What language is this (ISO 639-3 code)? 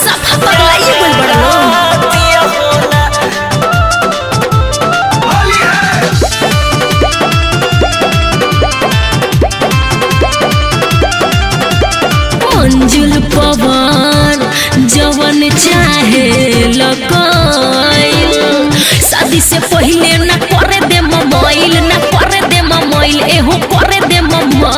bho